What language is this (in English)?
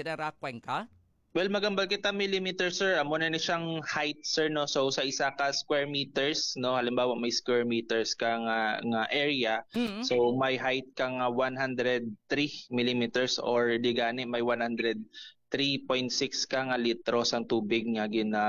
Hiligaynon